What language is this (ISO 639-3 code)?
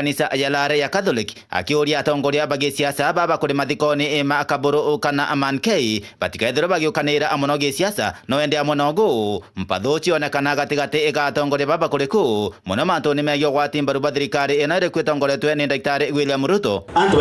mer